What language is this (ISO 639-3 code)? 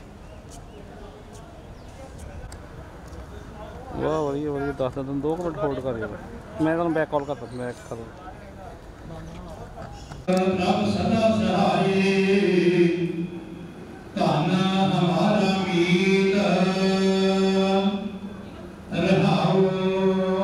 pan